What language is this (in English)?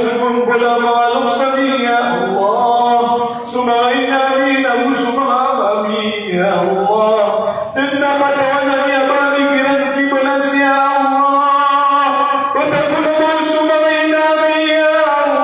Maranao